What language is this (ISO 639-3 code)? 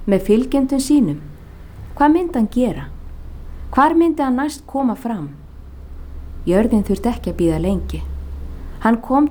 isl